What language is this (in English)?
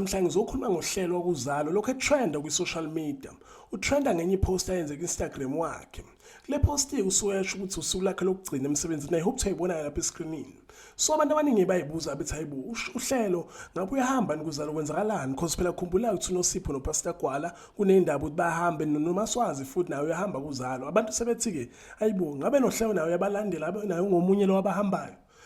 Zulu